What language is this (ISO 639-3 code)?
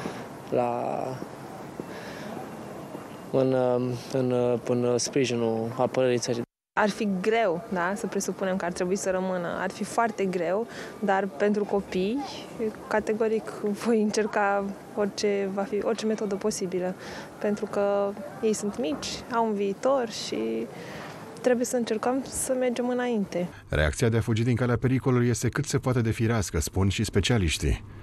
ron